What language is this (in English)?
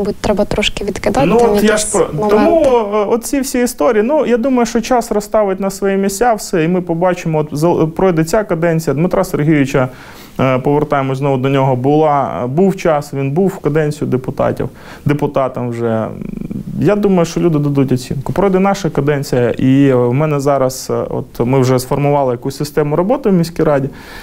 Ukrainian